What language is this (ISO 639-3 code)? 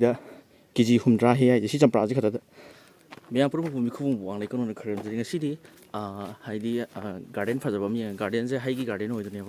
mni